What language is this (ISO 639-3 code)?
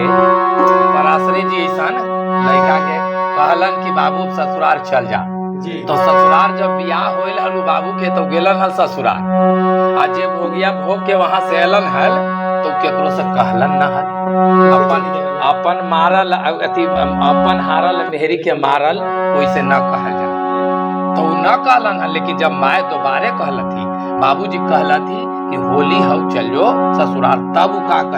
mag